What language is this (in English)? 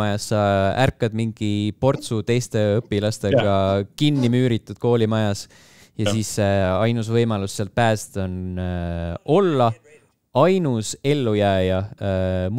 Estonian